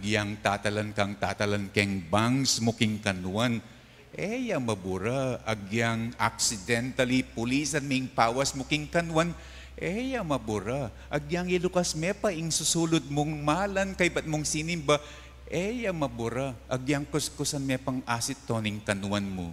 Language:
Pampanga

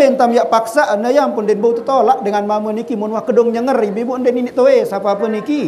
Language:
Sasak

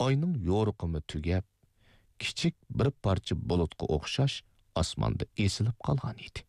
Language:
Uyghur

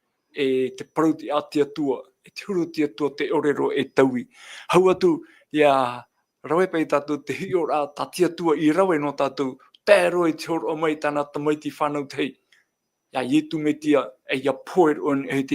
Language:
Tahitian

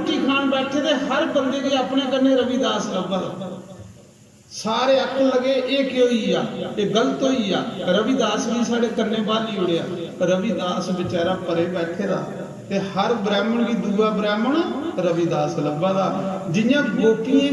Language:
Dogri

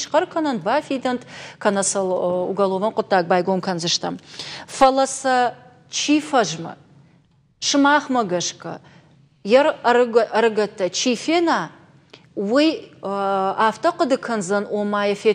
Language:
Ossetic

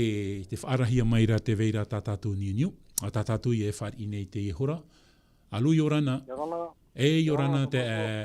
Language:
Tahitian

